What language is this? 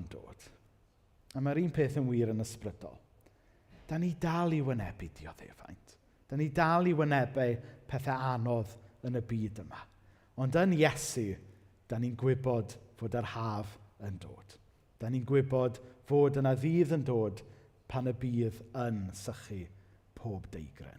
Welsh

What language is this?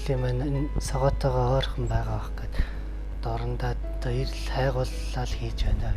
Mongolian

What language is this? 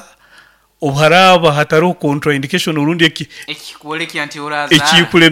Nyankole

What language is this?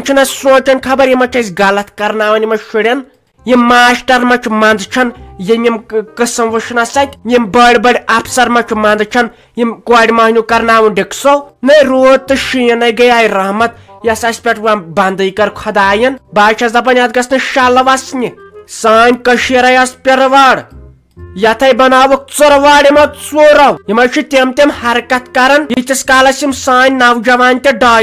Kashmiri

